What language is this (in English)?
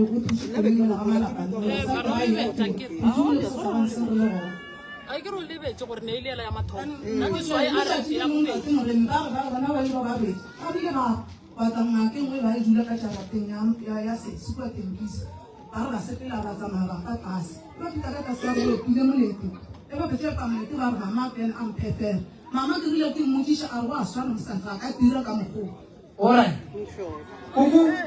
Northern Sotho